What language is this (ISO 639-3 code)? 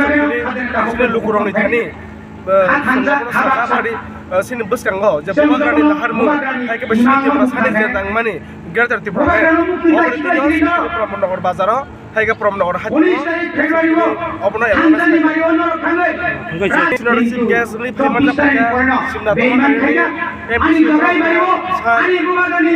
trp